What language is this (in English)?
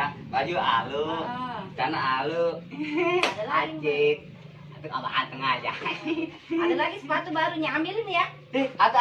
Betawi